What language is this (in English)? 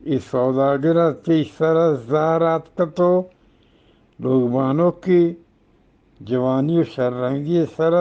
Eastern Balochi